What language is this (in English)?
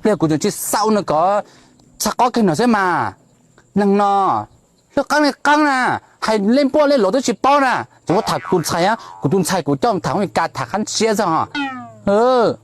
Hmong